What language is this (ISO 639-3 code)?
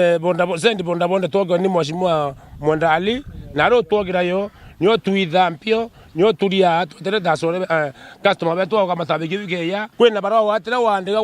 mer